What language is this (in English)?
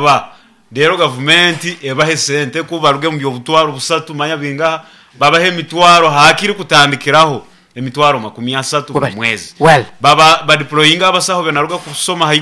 Nyoro